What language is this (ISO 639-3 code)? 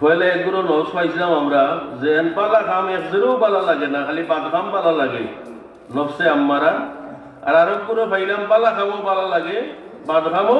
syl